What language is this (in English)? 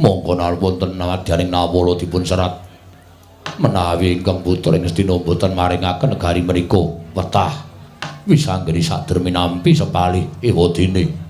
Javanese